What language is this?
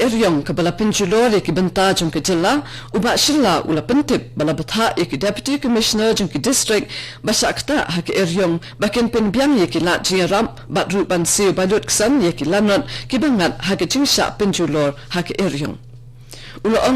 Khasi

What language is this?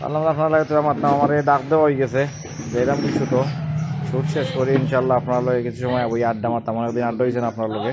Sylheti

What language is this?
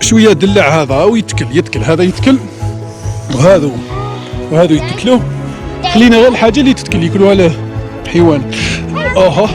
Algerian Arabic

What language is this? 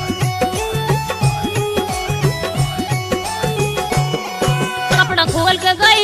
Haryanvi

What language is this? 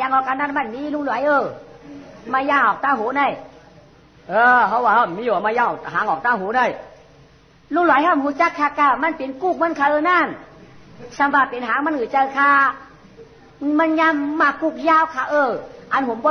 Shan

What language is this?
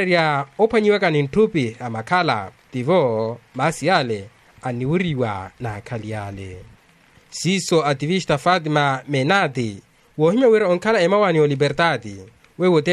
Makhuwa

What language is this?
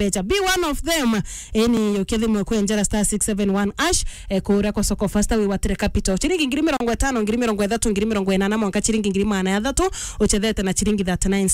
Meru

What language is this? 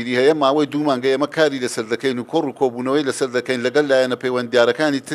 Central Kurdish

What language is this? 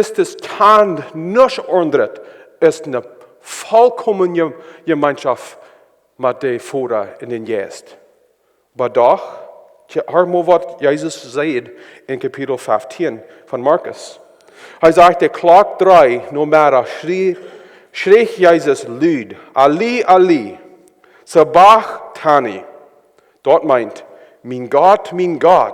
Plautdietsch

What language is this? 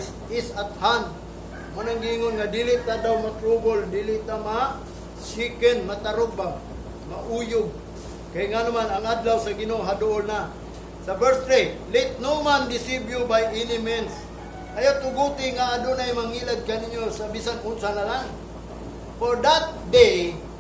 Cebuano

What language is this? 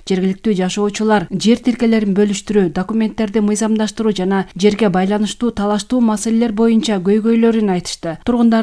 Kyrgyz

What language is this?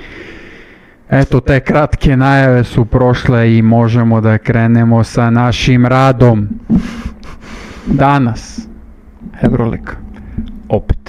Serbian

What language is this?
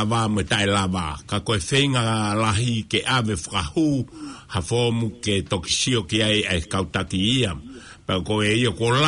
Tongan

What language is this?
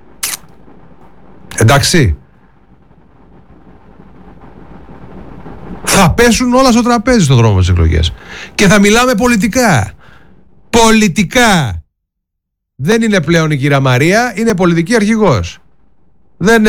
Greek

